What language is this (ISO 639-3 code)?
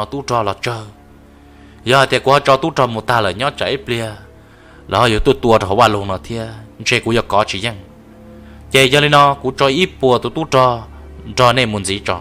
hmn